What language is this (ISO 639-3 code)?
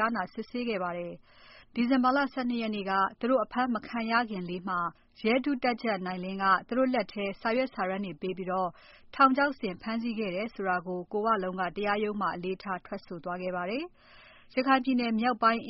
mya